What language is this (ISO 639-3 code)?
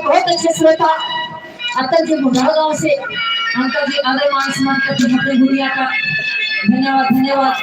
bgc